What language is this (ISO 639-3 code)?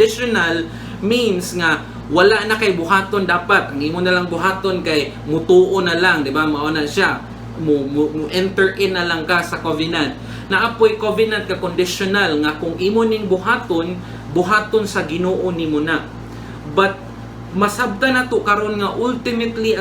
ceb